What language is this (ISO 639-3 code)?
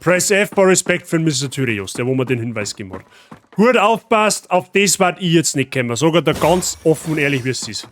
bar